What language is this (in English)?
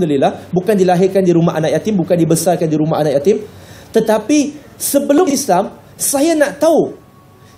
Malay